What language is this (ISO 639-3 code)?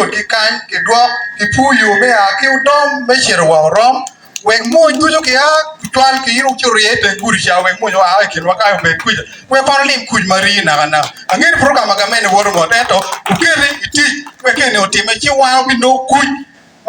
ach